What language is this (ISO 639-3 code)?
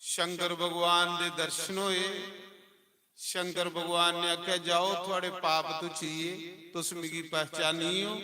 doi